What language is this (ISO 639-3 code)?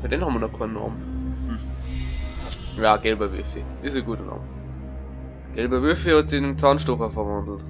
bar